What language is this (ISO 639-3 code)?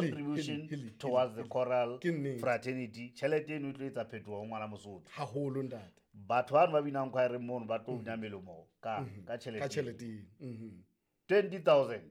sot